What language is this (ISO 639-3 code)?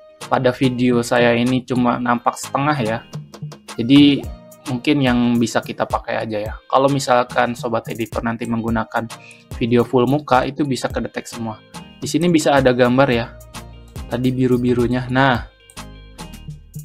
ind